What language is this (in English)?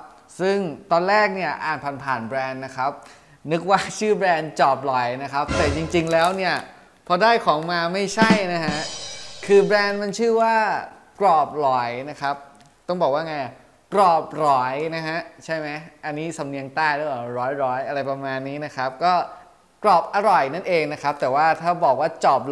Thai